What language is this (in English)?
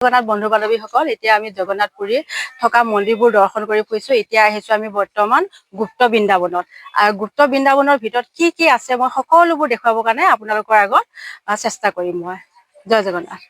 Assamese